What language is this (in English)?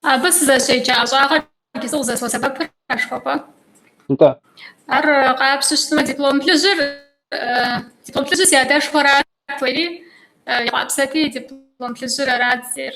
Kabardian